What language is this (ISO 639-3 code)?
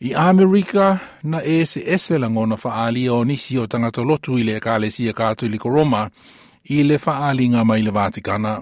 smo